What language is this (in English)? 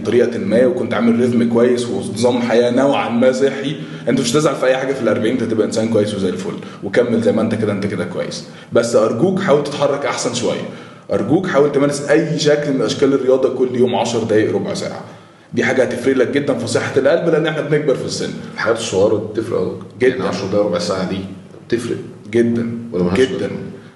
Egyptian Arabic